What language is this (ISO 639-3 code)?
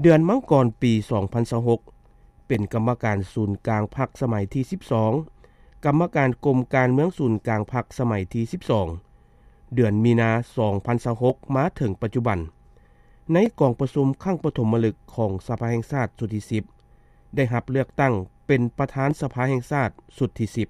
lao